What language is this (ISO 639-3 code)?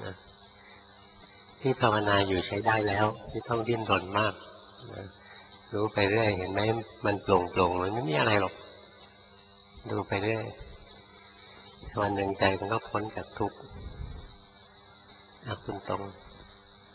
tha